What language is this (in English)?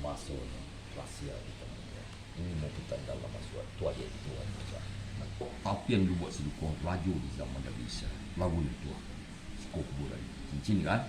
Minangkabau